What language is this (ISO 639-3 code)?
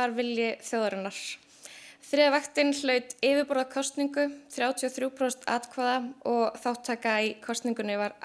isl